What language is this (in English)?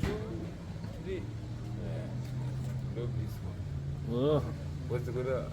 Shona